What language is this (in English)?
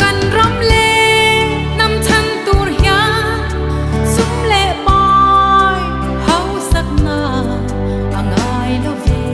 Hmar